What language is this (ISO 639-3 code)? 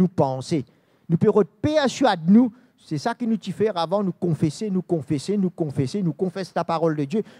mfe